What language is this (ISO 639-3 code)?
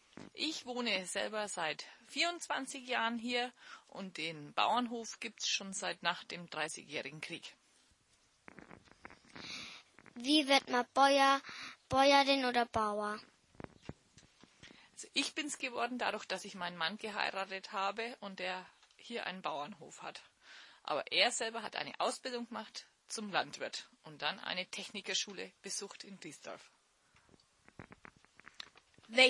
deu